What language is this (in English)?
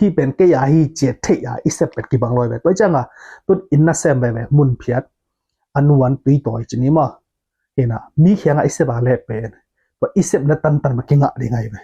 Tedim Chin